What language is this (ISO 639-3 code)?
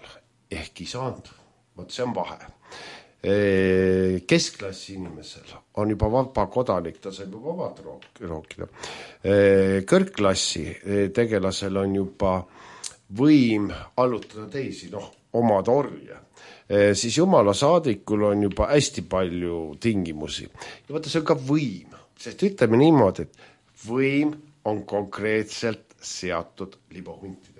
est